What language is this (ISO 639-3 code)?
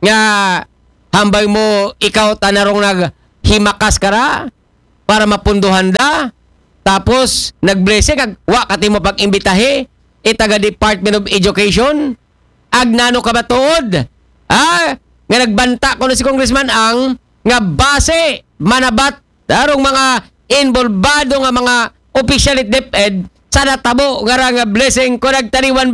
akl